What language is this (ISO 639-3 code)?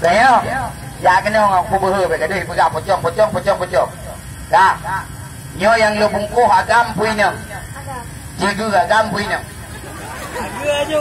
ace